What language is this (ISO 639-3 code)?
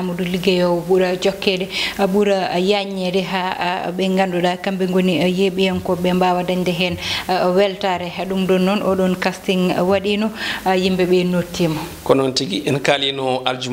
ful